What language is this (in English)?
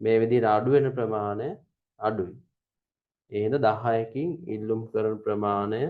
Sinhala